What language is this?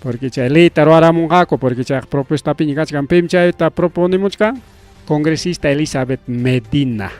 Ayacucho Quechua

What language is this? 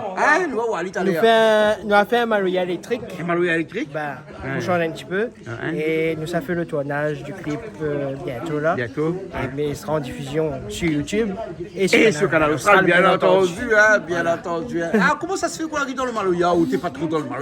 Réunion Creole French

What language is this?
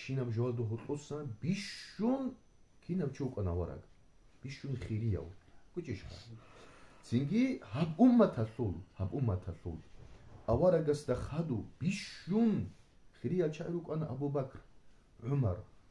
Avaric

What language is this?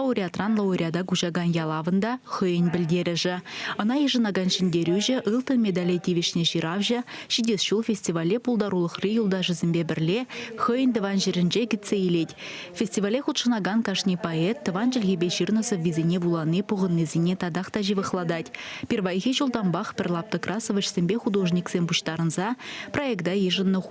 Chuvash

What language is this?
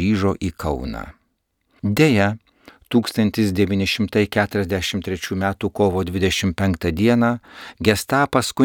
Lithuanian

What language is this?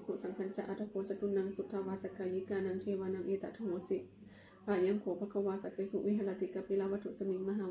Pali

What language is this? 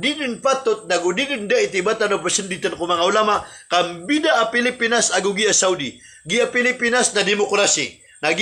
Maranao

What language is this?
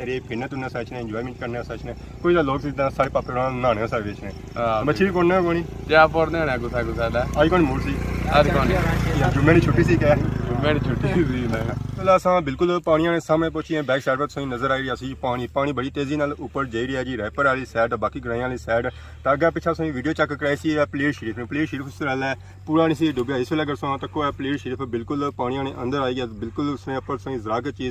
Pahari-Potwari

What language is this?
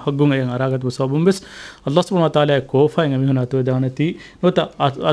Divehi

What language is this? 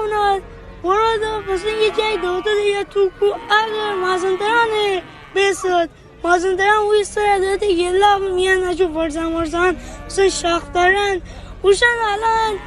Gilaki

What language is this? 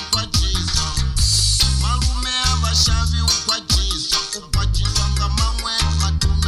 Venda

